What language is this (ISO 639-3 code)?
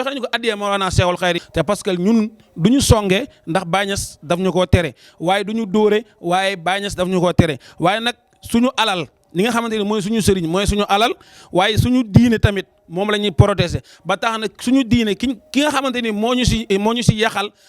wol